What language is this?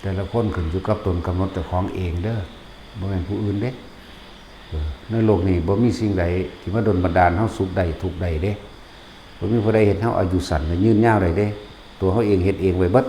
Northeastern Thai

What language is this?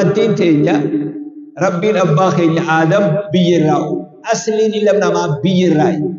Oromo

